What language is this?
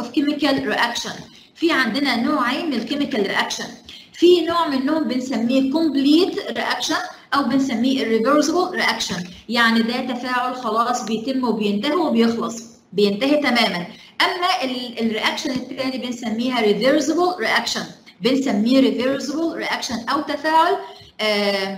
Egyptian Arabic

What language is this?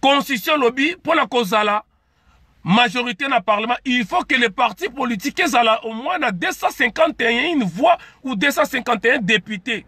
Lingala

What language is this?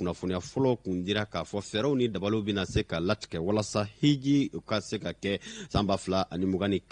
Bambara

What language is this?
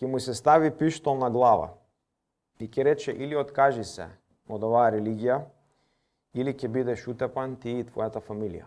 Macedonian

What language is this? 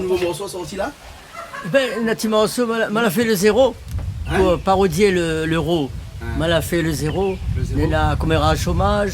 Réunion Creole French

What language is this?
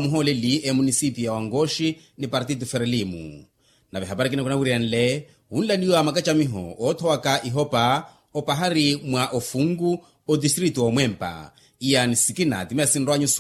Makhuwa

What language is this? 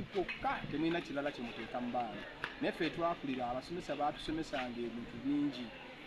Ganda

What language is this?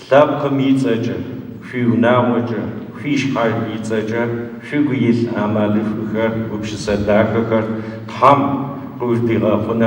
Adyghe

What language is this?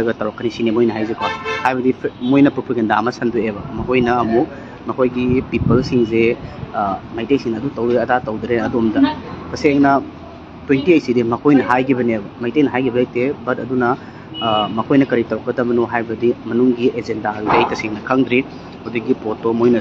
Manipuri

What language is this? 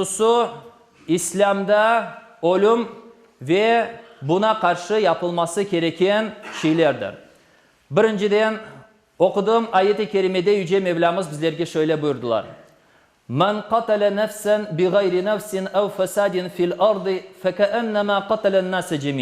Crimean Tatar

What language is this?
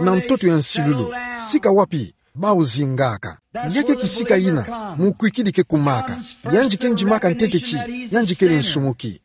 Kituba (Democratic Republic of Congo)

